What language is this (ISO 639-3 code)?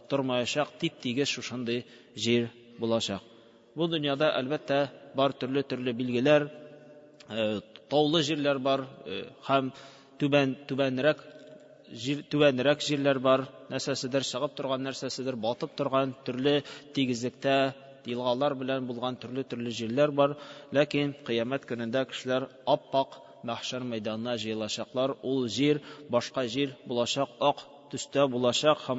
tat